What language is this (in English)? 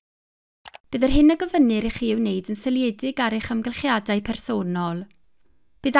Welsh